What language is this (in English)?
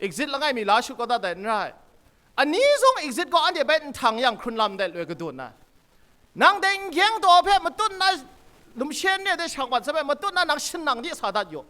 Kachin